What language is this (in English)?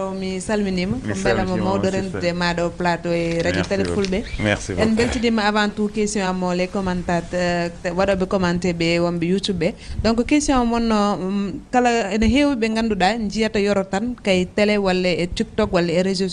Fula